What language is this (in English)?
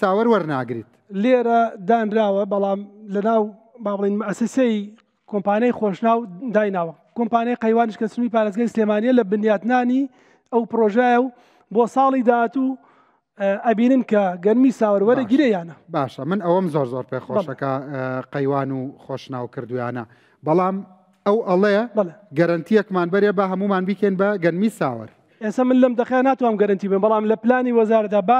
Central Kurdish